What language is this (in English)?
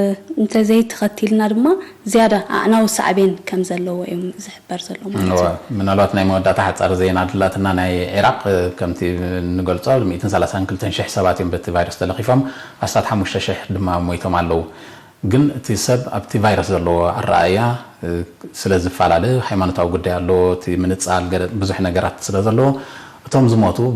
Tigrinya